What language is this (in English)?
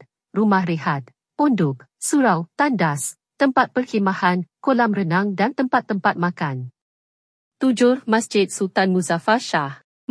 Malay